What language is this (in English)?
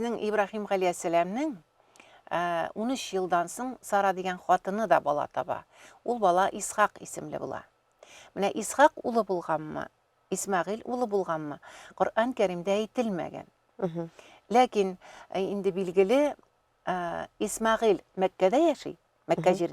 Tatar